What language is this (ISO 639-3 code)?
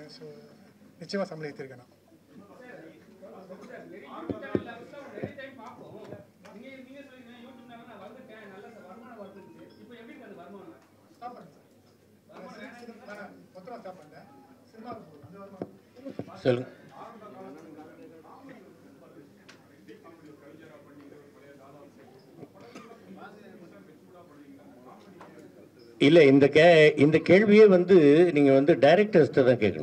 tam